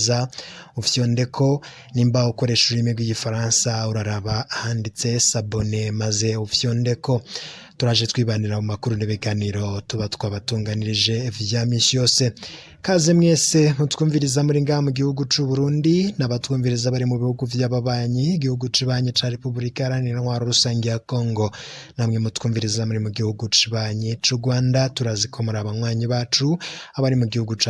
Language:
Rundi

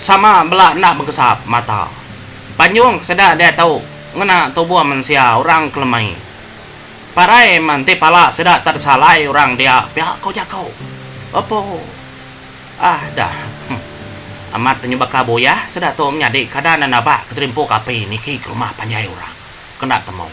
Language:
Iban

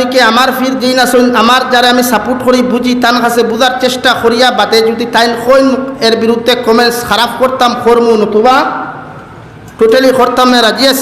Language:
Sylheti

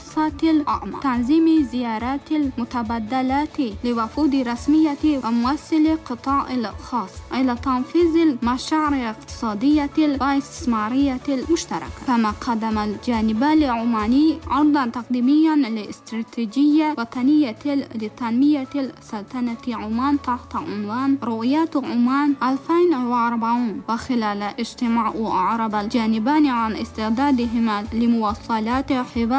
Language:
Arabic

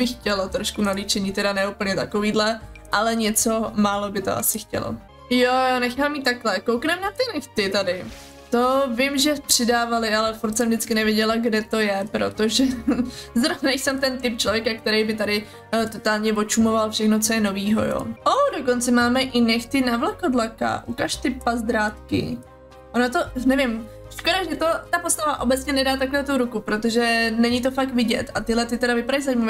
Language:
Czech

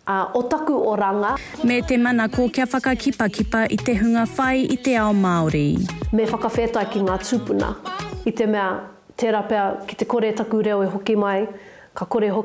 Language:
Māori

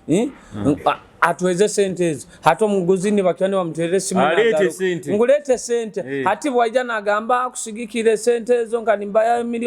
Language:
Nyoro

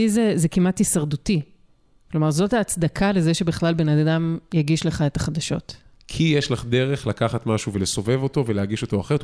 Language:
Hebrew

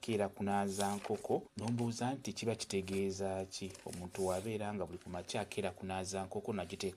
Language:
Ganda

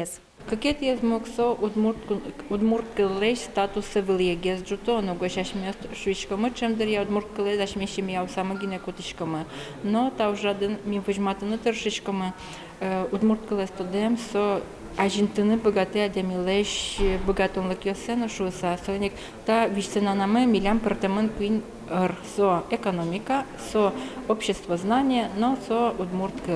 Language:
Udmurt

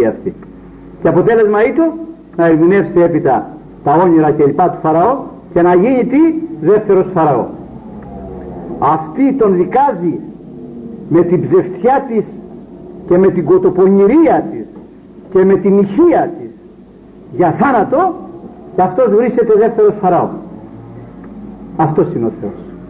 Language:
Greek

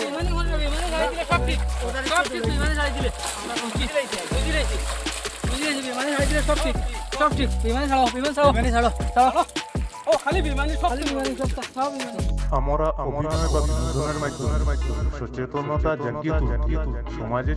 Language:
Sylheti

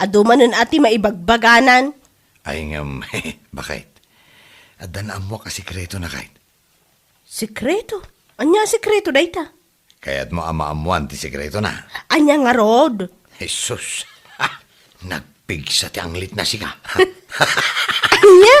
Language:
Iloko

